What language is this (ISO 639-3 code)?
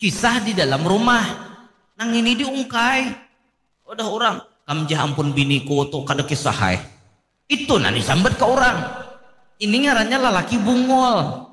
bjn